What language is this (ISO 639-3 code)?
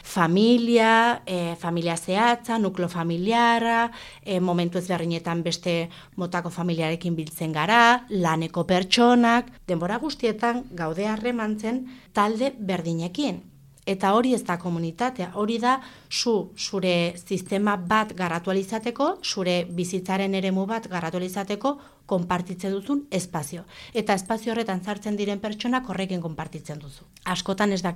eus